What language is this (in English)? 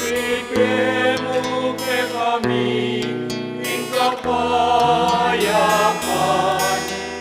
Pampanga